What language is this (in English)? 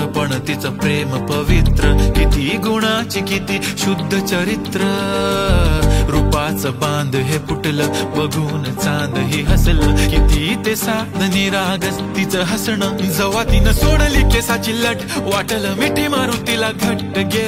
Marathi